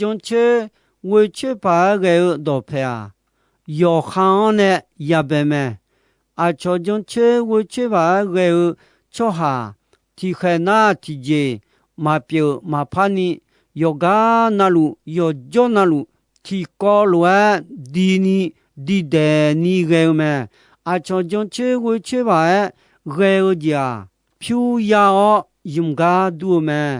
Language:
Akha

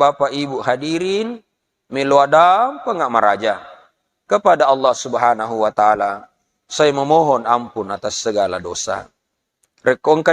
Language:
Buginese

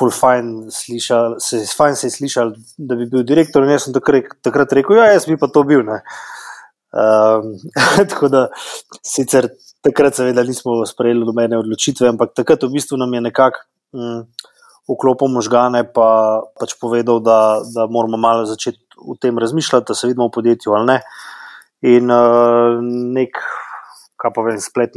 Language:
Slovenian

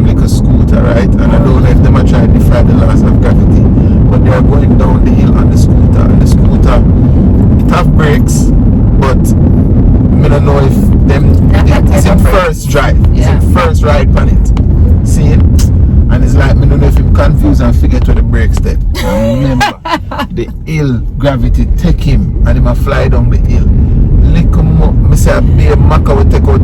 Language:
Jamaican Creole English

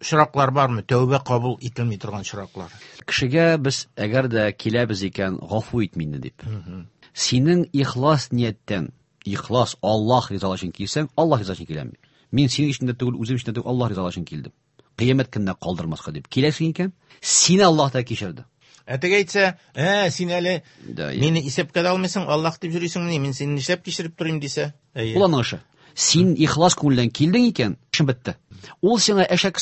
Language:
Tatar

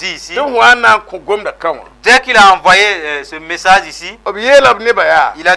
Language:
Mossi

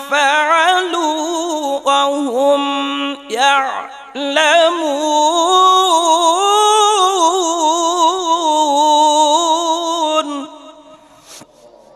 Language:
Arabic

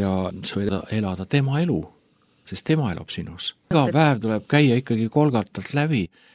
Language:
Estonian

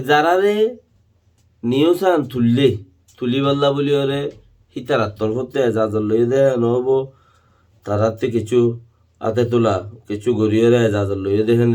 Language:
Rohingya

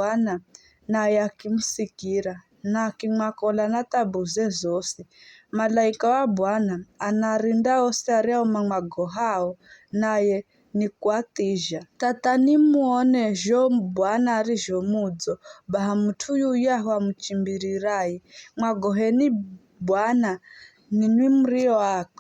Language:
Giryama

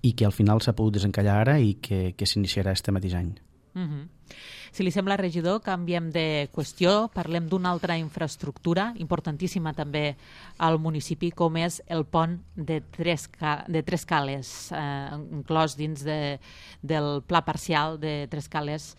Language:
Catalan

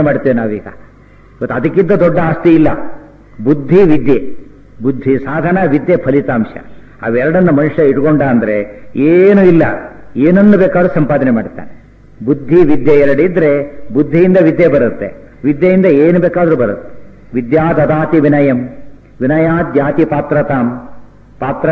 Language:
Kannada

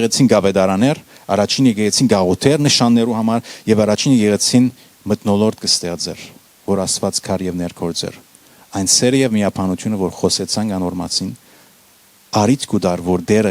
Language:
Western Armenian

